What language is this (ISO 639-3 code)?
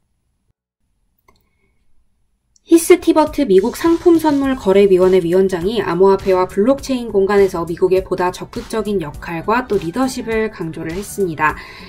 kor